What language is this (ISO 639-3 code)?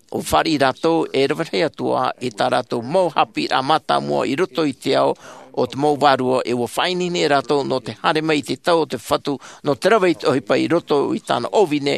tah